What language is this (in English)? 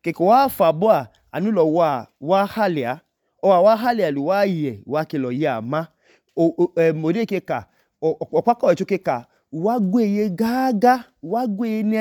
Idoma